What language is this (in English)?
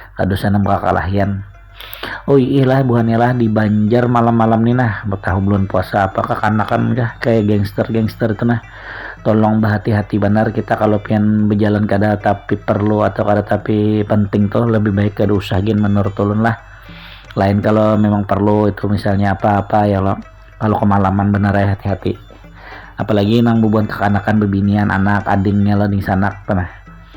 Banjar